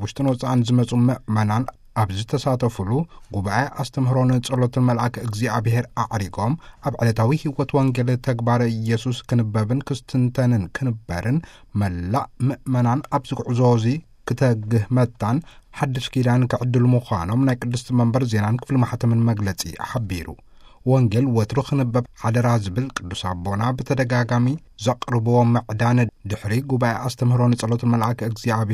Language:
Tigrinya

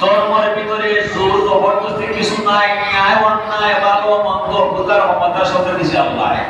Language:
Sylheti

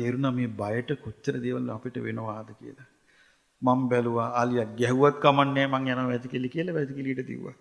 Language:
Sinhala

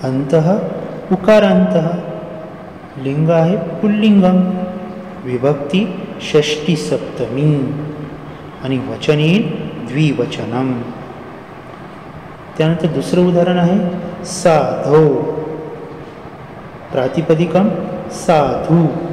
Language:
Marathi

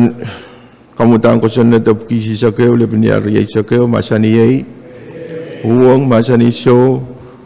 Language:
Pohnpeian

